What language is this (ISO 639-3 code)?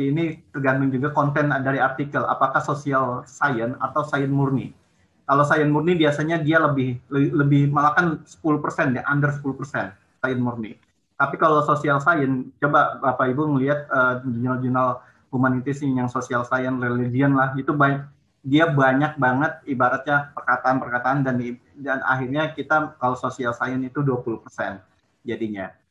ind